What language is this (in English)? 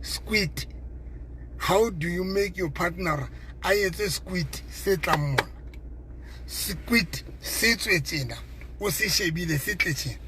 Southern Sotho